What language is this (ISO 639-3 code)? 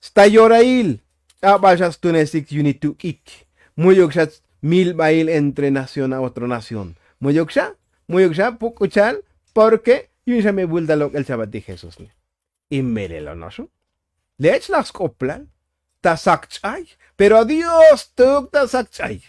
tzo